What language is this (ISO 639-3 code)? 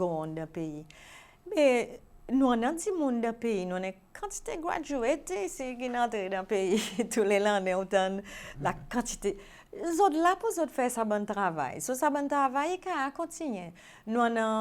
crs